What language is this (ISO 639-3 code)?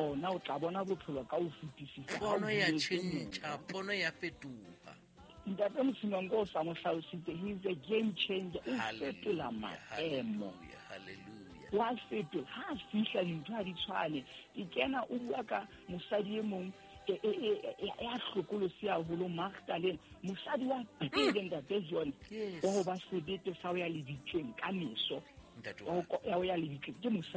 sot